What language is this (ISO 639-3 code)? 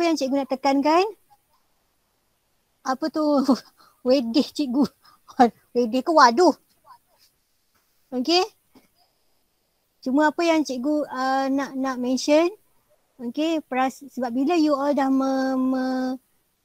msa